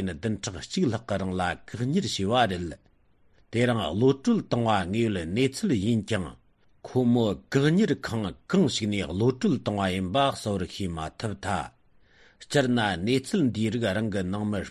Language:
Tibetan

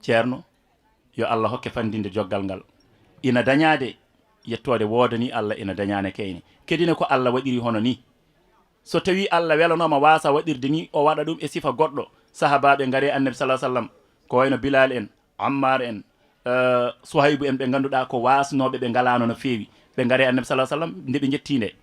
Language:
Fula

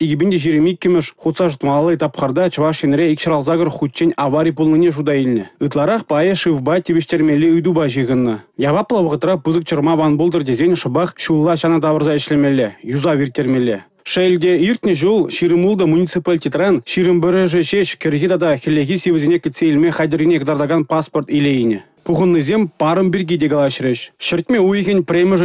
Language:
Chuvash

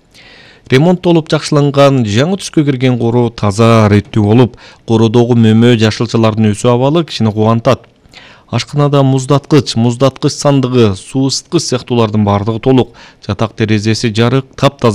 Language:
Kyrgyz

